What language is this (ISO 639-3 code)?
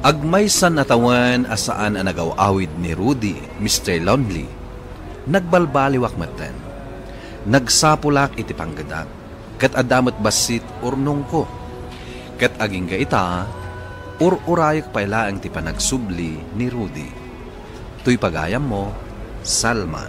ilo